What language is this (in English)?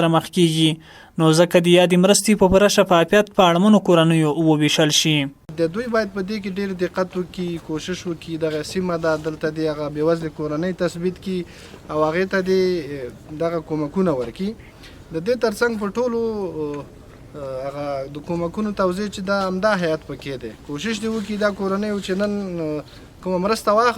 Pashto